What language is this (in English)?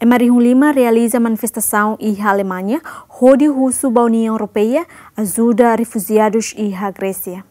Tetum